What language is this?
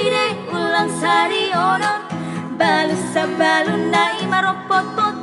Batak Toba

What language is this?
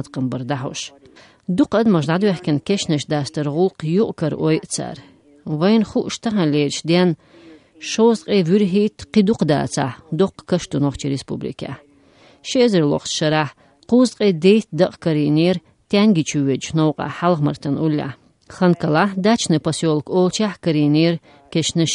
Chechen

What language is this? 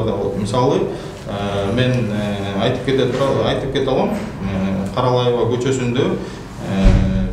Kyrgyz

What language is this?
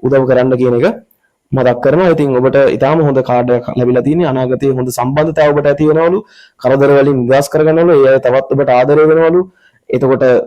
Sinhala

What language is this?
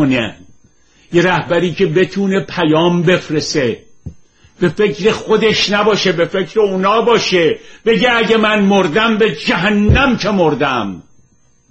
Persian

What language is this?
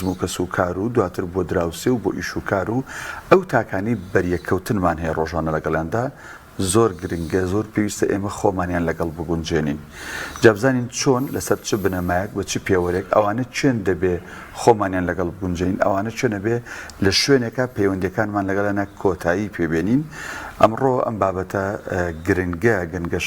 Central Kurdish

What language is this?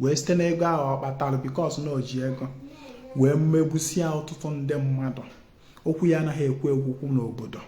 Igbo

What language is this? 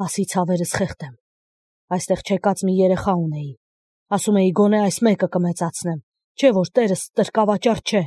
Armenian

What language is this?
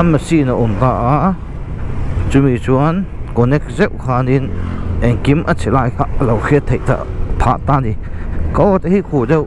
Mizo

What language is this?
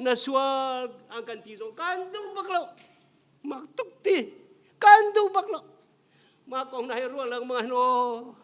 Hakha Chin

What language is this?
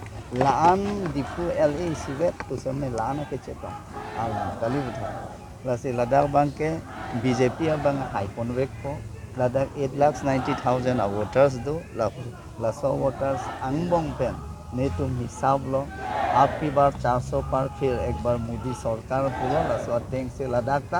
Karbi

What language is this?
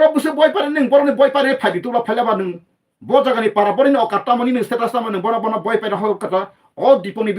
Kok Borok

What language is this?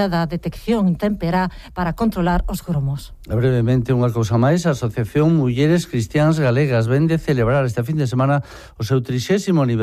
Galician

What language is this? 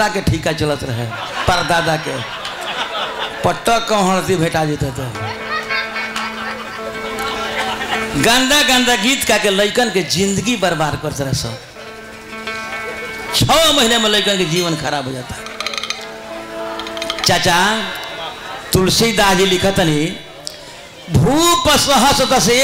Bhojpuri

